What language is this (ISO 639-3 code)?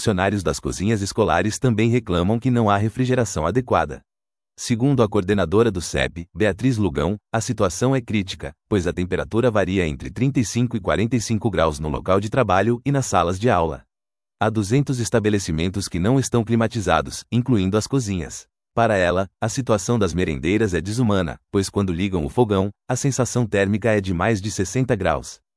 por